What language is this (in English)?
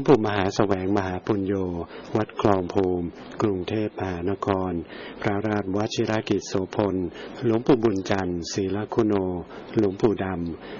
Thai